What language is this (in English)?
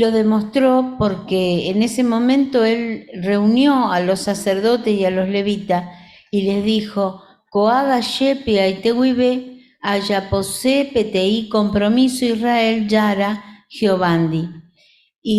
Guarani